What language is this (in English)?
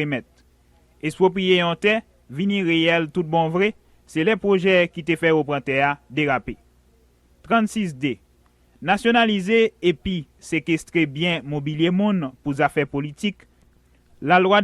Haitian Creole